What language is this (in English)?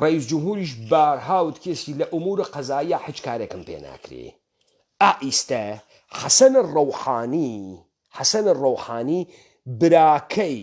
Central Kurdish